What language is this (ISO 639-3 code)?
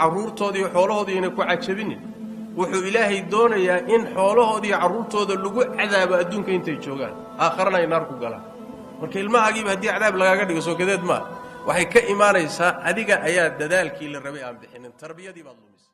som